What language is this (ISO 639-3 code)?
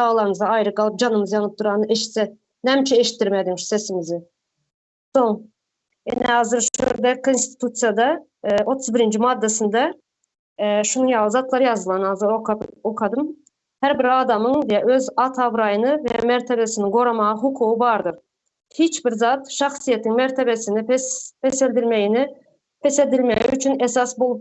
tuk